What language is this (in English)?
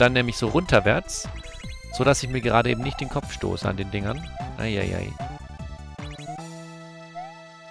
German